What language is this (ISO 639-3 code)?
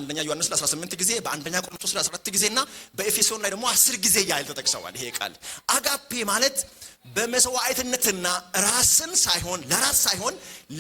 amh